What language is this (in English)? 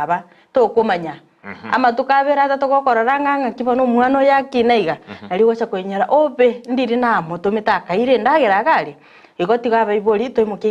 Gusii